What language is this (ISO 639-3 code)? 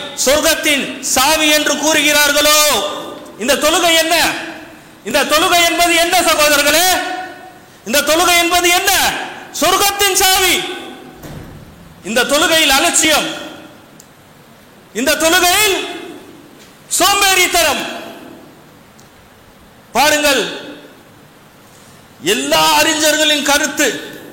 tam